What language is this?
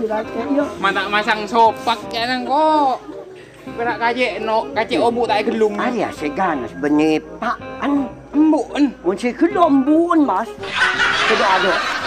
Madurese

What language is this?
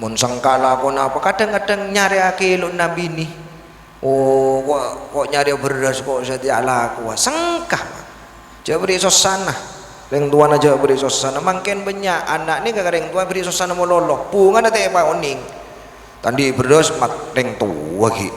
Madurese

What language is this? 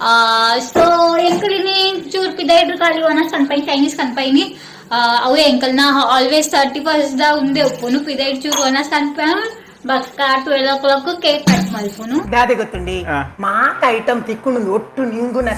Tulu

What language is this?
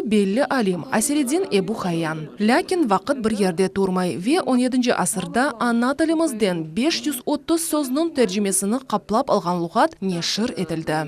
Crimean Tatar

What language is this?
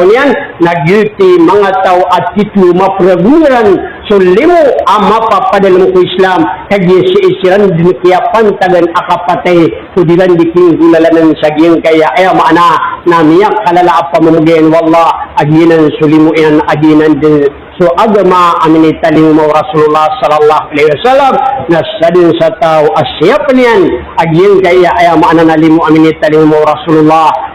Maranao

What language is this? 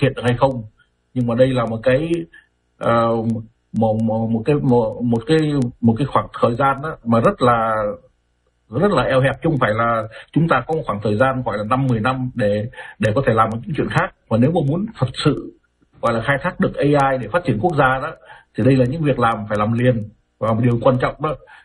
Vietnamese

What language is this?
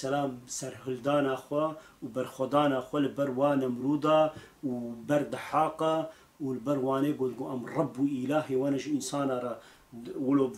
Kurdish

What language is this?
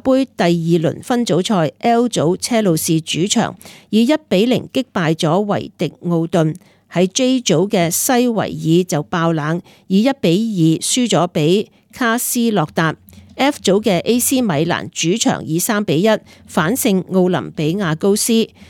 Cantonese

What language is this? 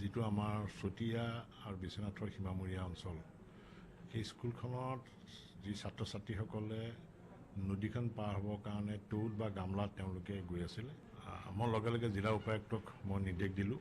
Assamese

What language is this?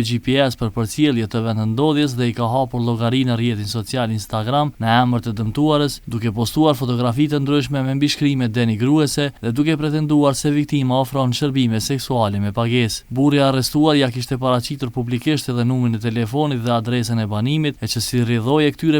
Albanian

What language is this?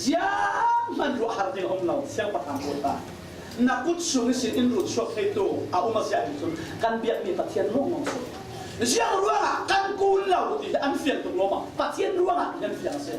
Falam Chin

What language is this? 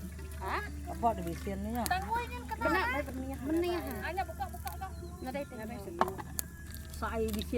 Iban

